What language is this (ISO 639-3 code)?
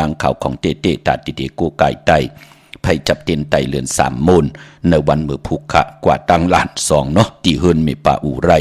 shn